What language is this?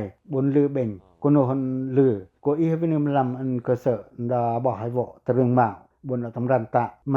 Pacoh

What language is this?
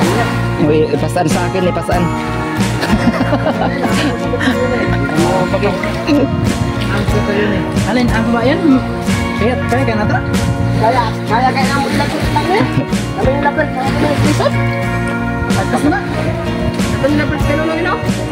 Filipino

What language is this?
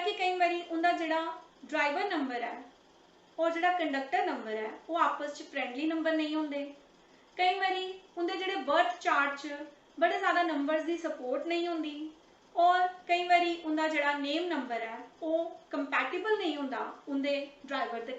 Dogri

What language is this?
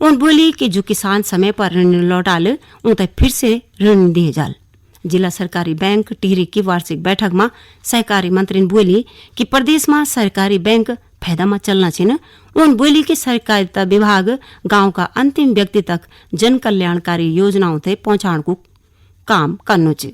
Garhwali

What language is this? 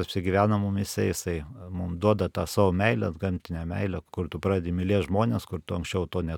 Lithuanian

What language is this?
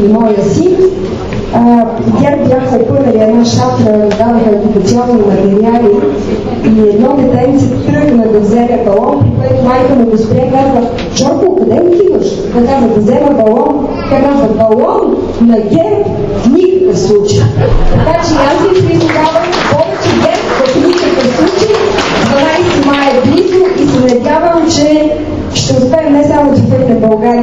Bulgarian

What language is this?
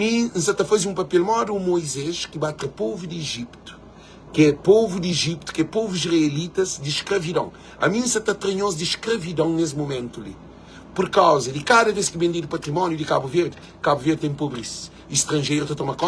Kabuverdianu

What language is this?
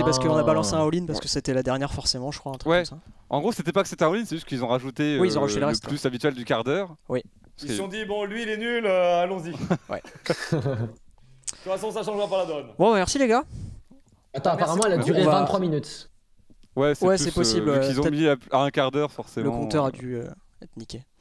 French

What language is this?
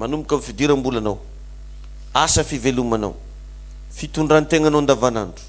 Malagasy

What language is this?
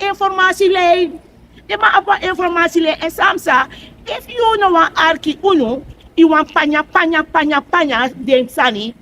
Sranan Tongo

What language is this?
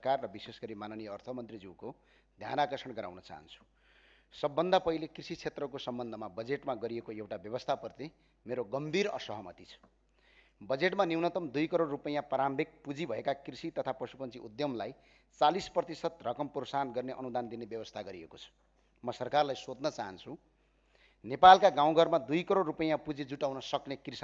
Nepali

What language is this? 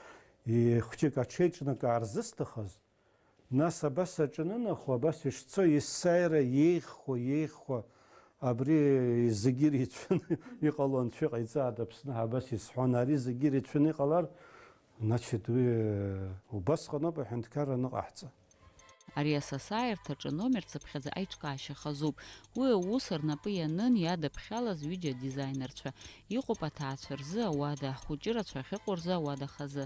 Abkhazian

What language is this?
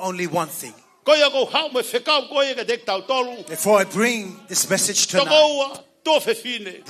Tongan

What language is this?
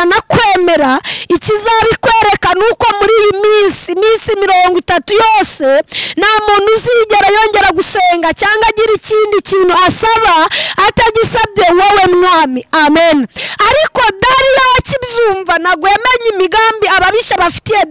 Kinyarwanda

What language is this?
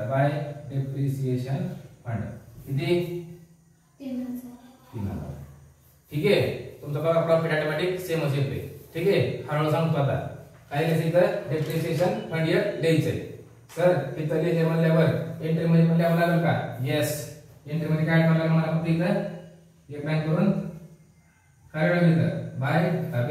Marathi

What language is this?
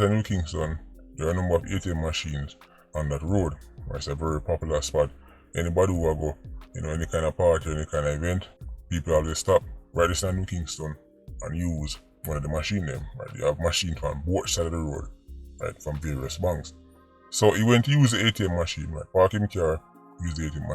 Jamaican Creole English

